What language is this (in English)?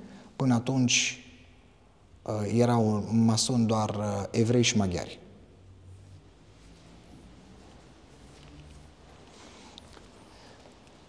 Romanian